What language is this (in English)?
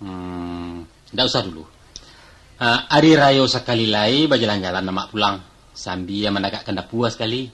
Minangkabau